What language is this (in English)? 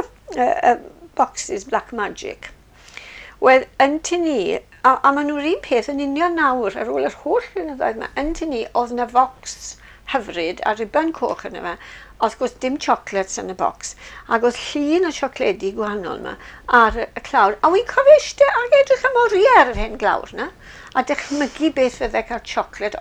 Welsh